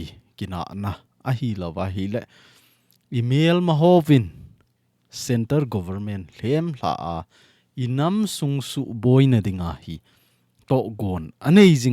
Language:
Thado Chin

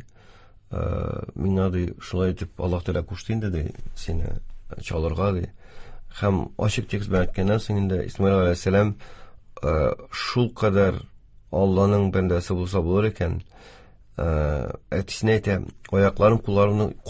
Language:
Tatar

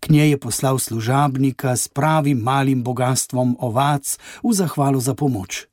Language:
Slovenian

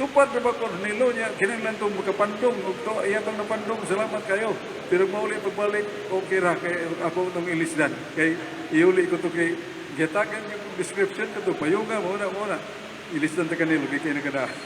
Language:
Cebuano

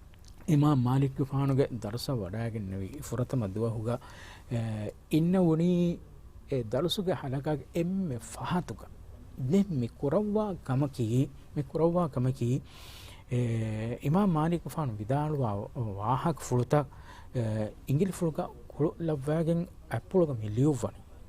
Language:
Divehi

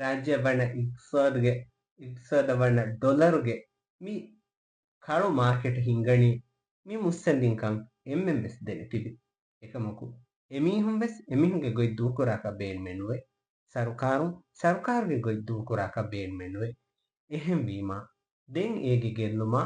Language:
Divehi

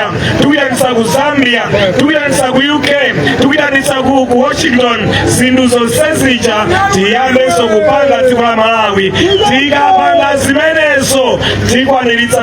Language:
Nyanja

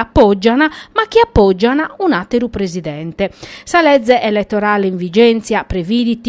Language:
Sardinian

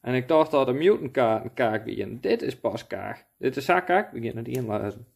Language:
Western Frisian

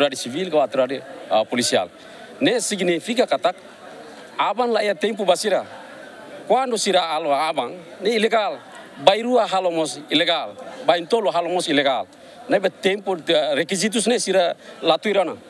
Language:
Tetum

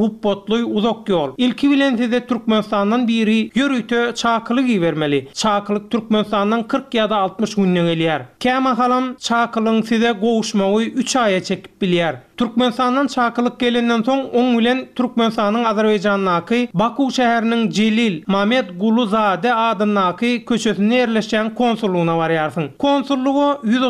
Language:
Turkmen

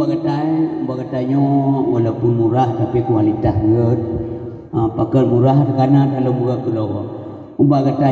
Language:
Achinese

